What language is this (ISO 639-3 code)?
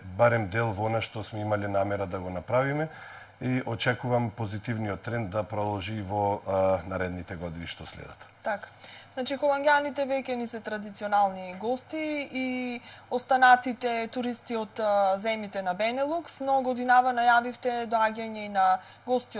mkd